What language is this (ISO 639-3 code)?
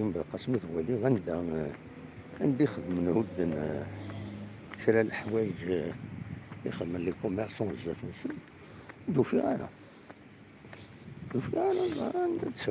kab